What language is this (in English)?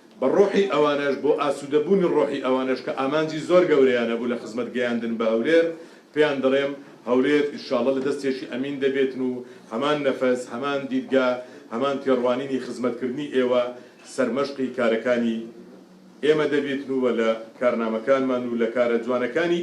Central Kurdish